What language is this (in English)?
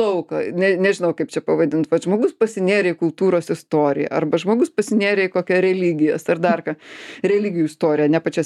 Lithuanian